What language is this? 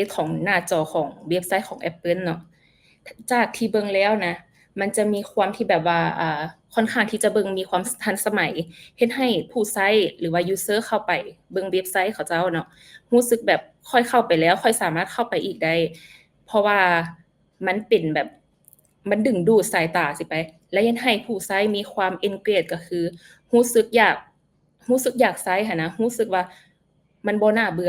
Lao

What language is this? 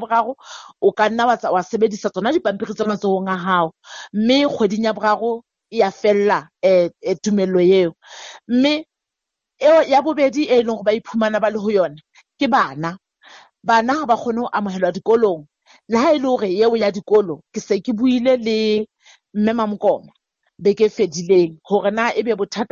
Southern Sotho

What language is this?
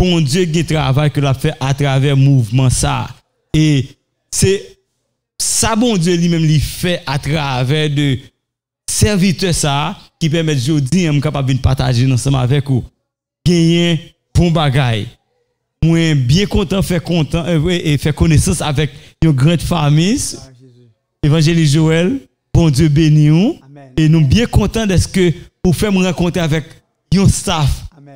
French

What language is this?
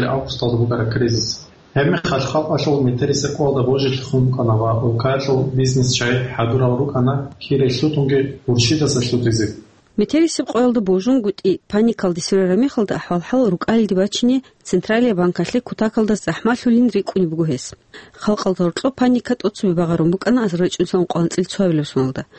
Avaric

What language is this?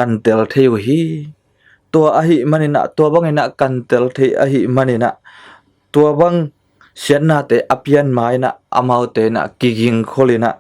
Tedim Chin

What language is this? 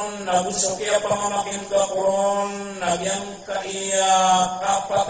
Maranao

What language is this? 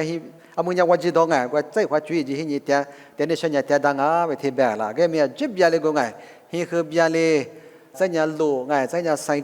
Lisu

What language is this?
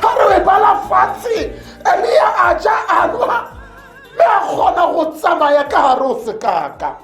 Tswana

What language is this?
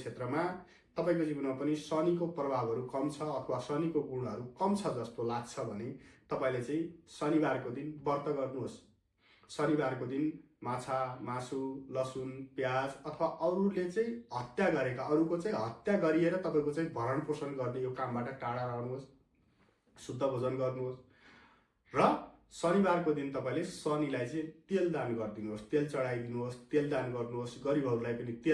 Nepali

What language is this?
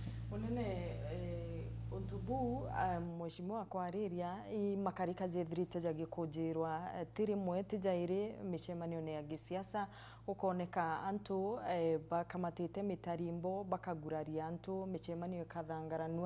Meru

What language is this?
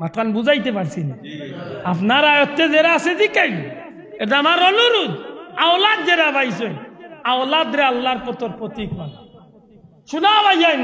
Sylheti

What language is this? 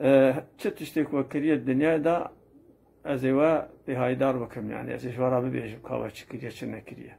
Kurdish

